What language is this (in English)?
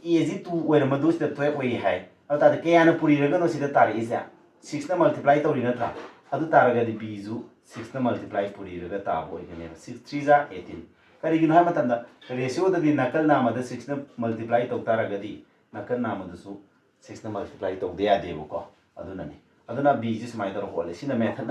Manipuri